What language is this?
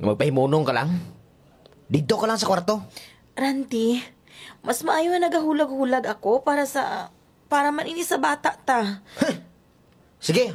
Hiligaynon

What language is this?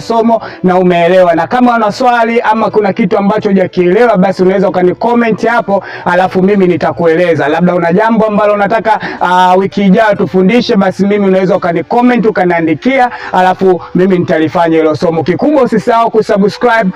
Swahili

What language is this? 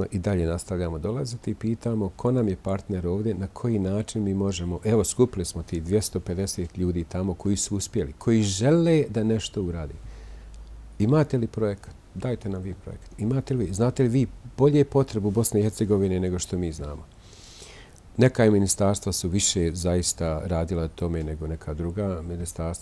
Bosnian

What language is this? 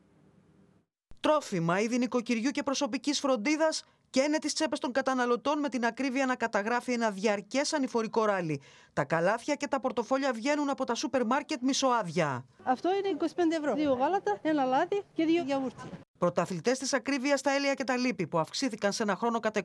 Greek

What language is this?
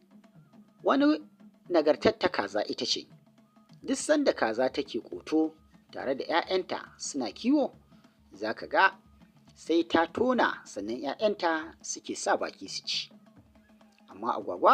Hausa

